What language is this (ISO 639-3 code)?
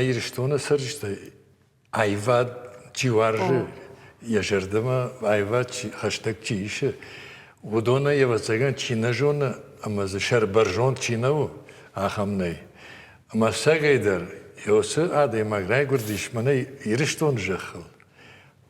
oss